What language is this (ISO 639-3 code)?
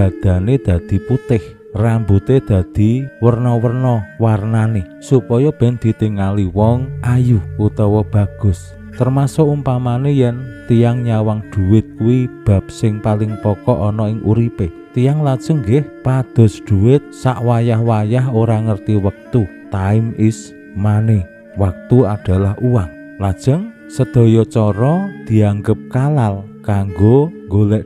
jav